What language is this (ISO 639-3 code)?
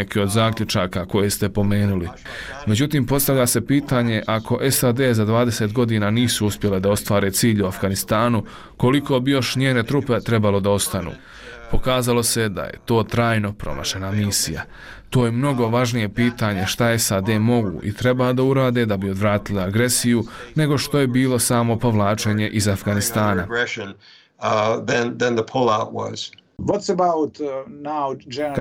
bos